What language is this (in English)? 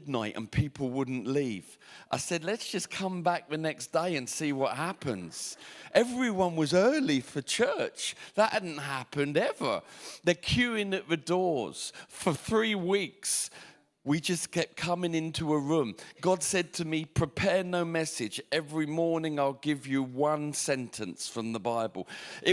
English